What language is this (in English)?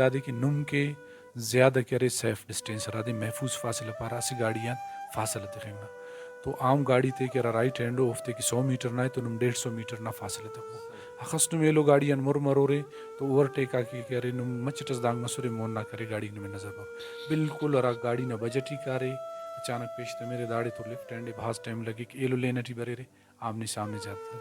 Brahui